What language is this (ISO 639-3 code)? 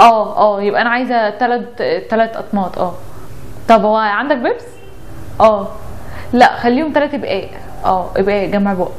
arz